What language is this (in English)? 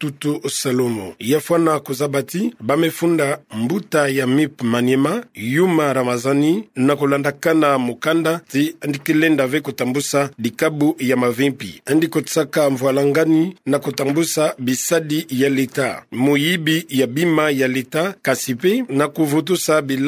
Kituba (Democratic Republic of Congo)